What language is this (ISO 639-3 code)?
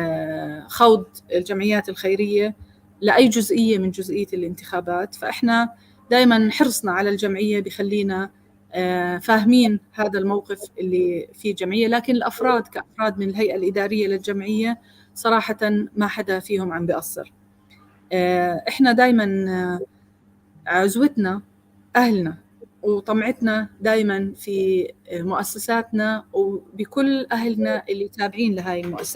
apc